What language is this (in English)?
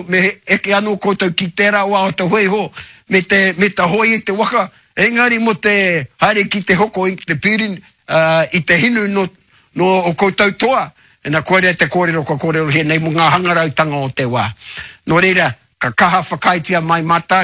Māori